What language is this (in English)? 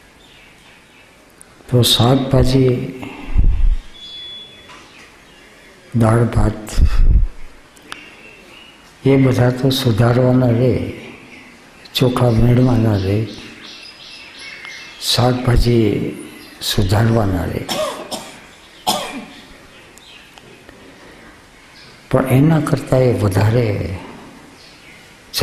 Gujarati